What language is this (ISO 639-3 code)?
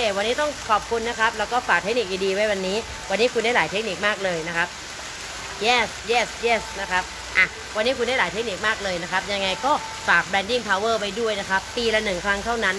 tha